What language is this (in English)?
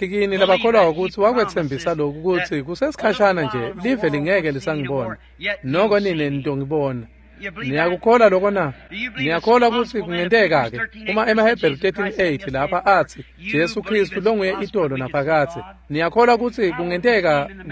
Swati